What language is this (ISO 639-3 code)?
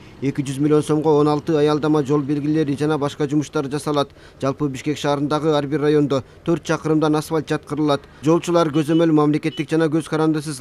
kir